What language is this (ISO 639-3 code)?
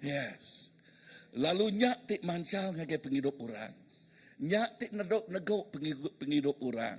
iba